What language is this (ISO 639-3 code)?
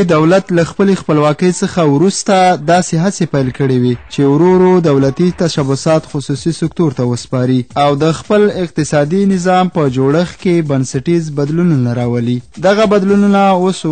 pus